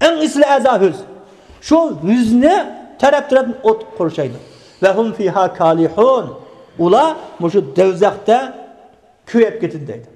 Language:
Uyghur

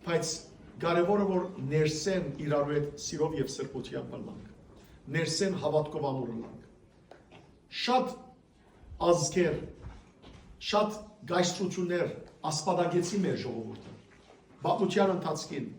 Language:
Western Armenian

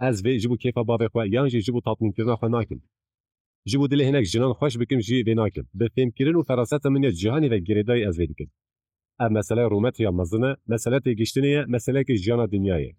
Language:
Kurdish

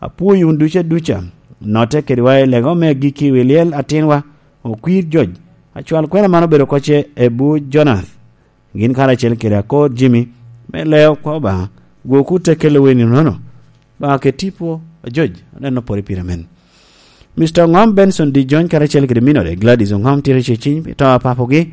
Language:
Lango (Uganda)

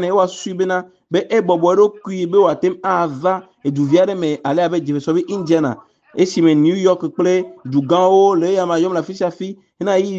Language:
Ewe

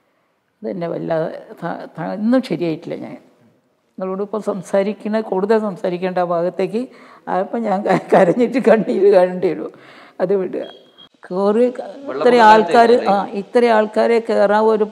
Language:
Malayalam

